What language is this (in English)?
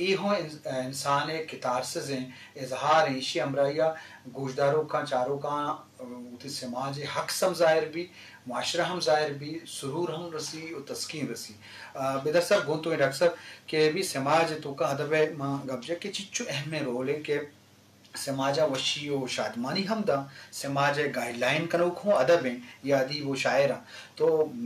Eastern Balochi